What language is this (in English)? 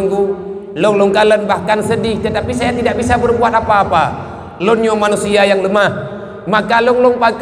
Achinese